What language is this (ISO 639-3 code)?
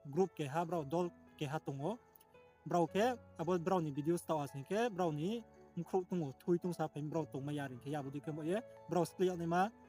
ria